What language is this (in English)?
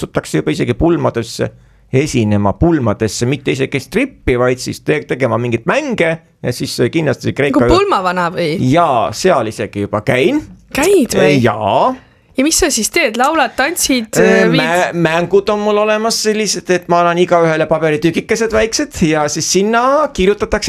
Estonian